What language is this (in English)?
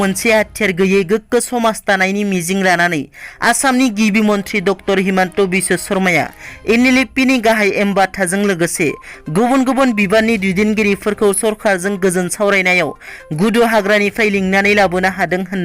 Bodo